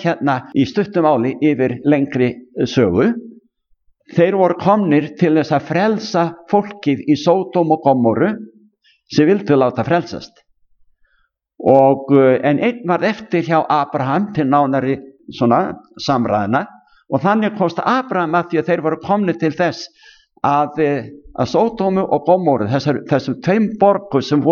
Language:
Icelandic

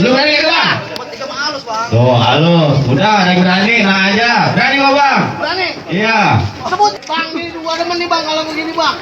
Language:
Betawi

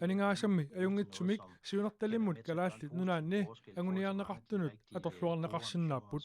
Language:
Kalaallisut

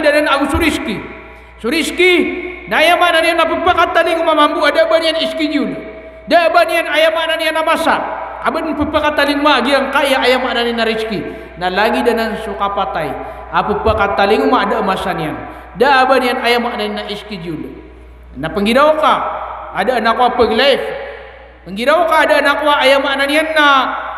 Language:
Maranao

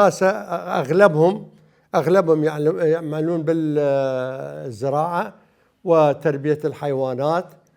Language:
Mesopotamian Arabic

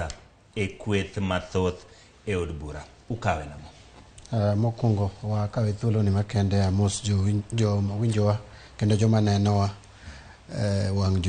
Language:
Luo (Kenya and Tanzania)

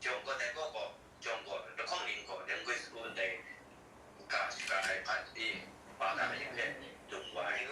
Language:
Kachin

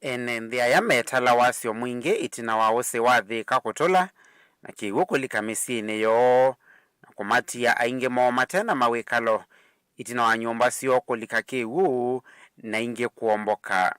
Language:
Kamba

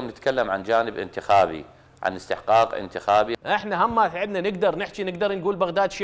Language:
Mesopotamian Arabic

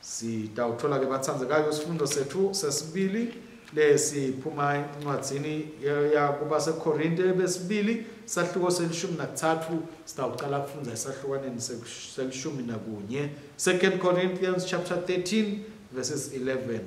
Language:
Swati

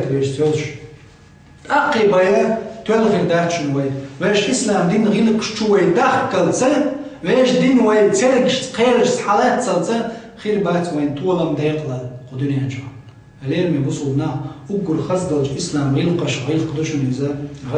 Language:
Chechen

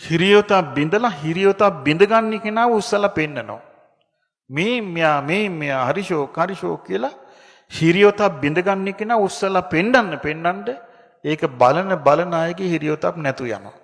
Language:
Sinhala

